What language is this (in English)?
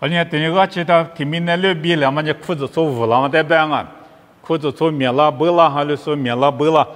Lisu